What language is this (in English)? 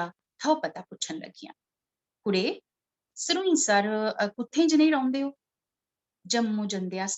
Dogri